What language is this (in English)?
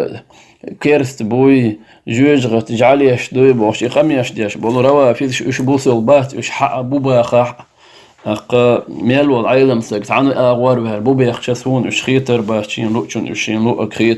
Chechen